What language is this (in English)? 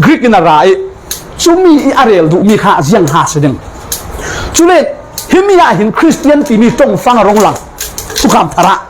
Falam Chin